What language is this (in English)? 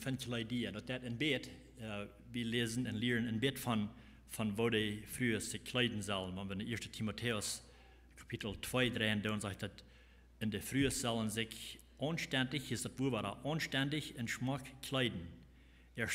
Plautdietsch